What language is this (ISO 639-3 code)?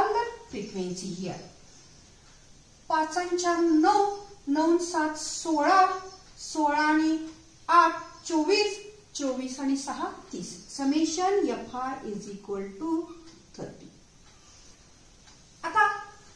mar